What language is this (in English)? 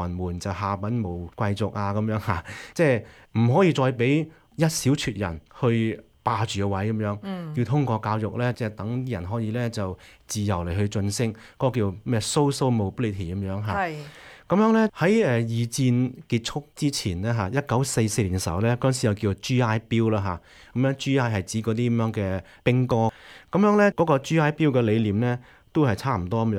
Cantonese